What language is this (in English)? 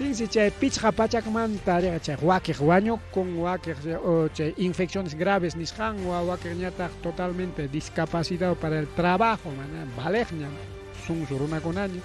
Ayacucho Quechua